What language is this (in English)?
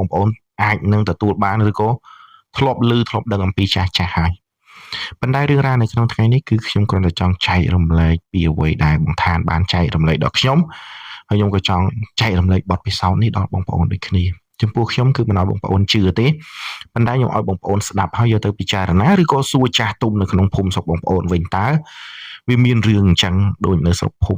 Khmer